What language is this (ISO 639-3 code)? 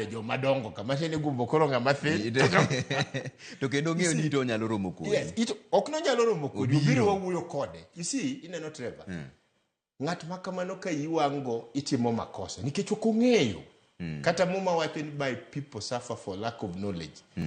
luo